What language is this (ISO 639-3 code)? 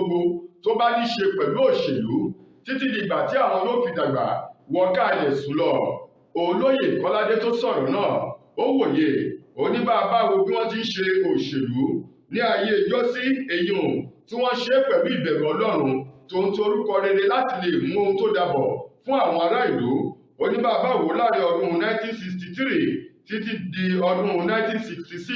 yor